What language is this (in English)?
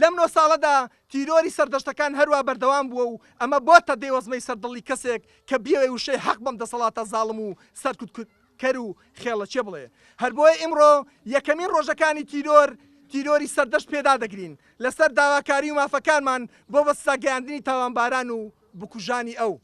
Central Kurdish